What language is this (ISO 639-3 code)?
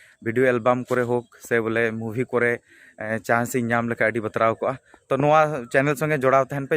sat